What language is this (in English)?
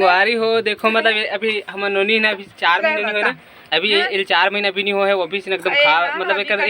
Chhattisgarhi